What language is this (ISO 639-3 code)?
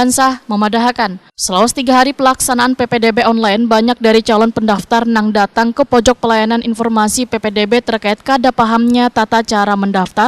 bjn